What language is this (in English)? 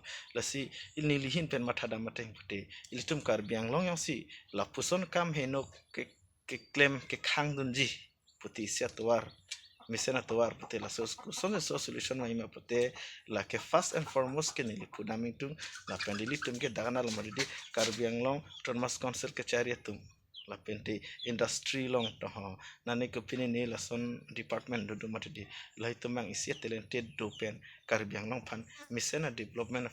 Karbi